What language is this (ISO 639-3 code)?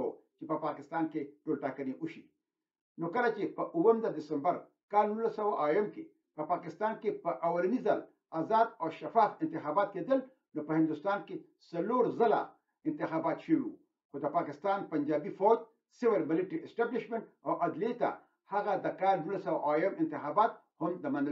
pus